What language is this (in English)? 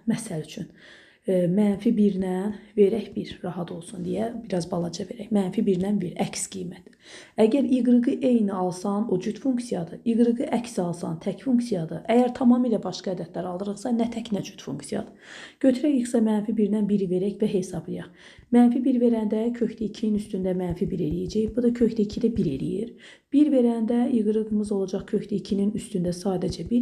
Azerbaijani